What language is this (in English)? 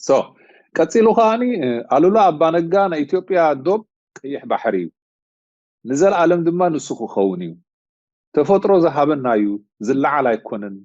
Tigrinya